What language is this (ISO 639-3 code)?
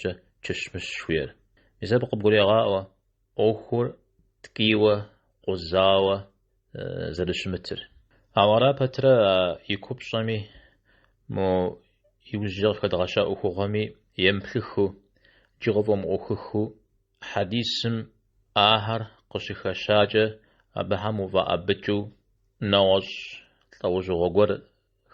kbd